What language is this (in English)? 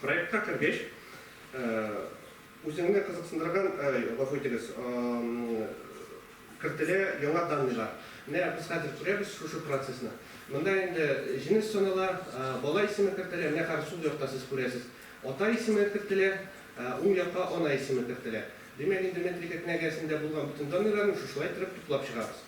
Tatar